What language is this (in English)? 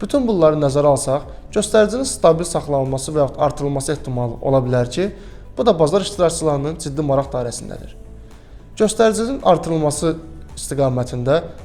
Azerbaijani